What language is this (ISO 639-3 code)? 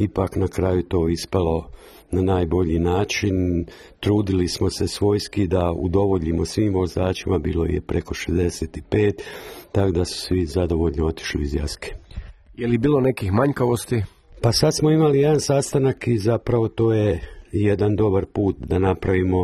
hrv